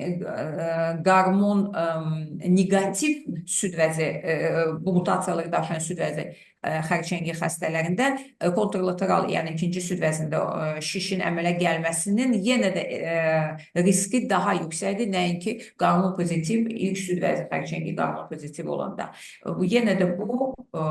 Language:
Azerbaijani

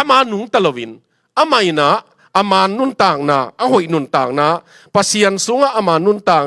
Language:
Tedim Chin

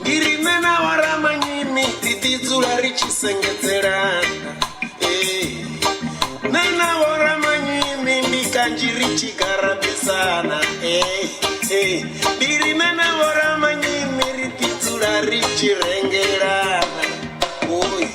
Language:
Venda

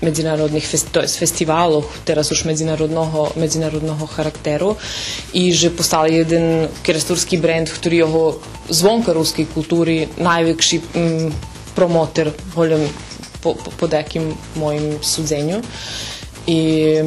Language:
Rusyn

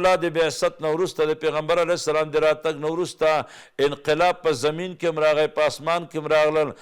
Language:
Pashto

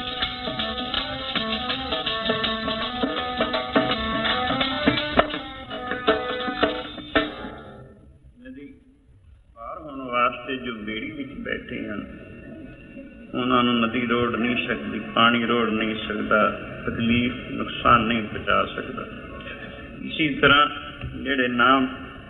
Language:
Punjabi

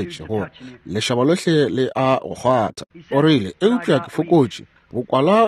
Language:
Northern Sotho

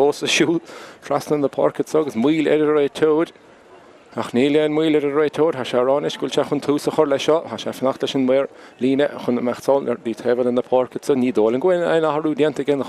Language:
Irish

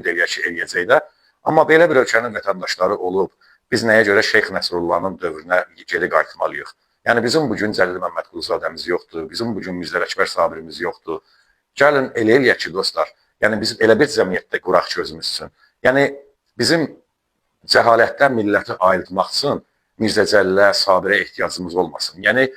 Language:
Azerbaijani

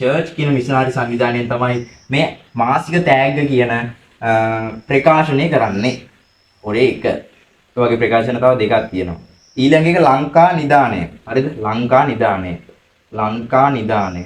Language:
Sinhala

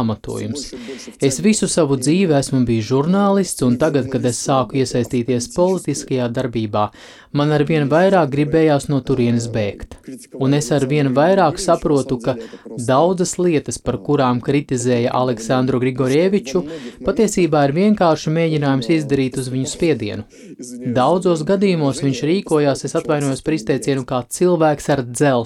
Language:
Latvian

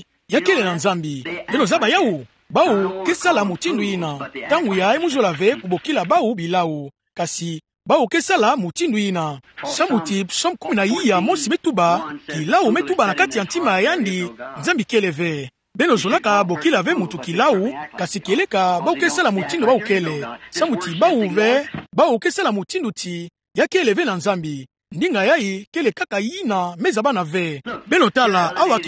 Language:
Kituba (Democratic Republic of Congo)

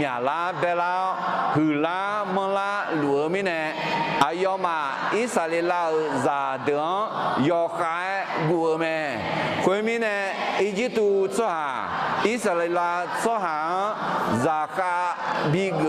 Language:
Akha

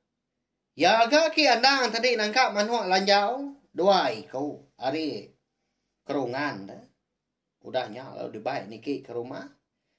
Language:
Iban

